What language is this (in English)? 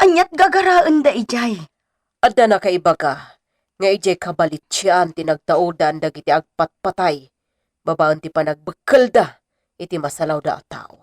Iloko